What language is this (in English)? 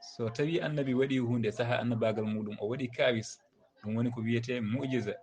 Fula